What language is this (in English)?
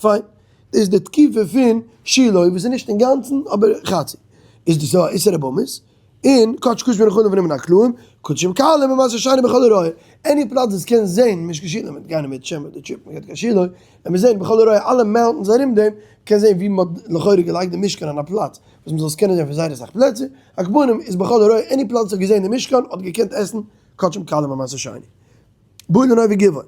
Yiddish